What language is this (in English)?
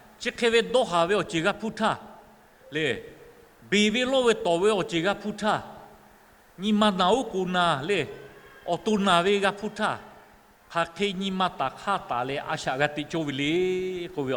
Lahu